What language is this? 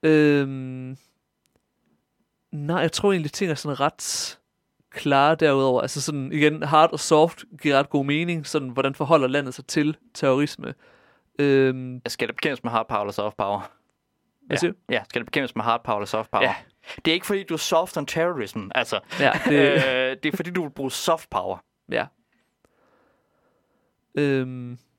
Danish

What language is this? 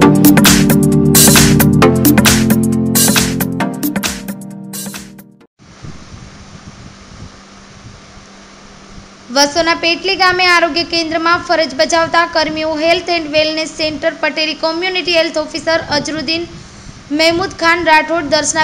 Gujarati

